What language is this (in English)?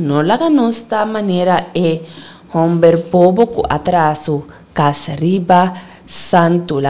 Papiamento